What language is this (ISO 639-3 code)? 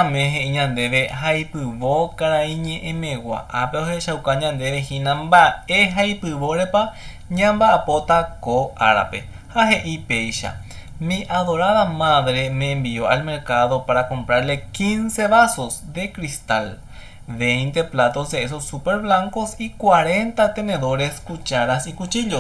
grn